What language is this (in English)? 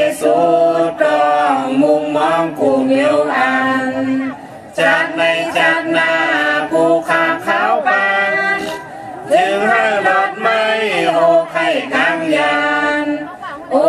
Shan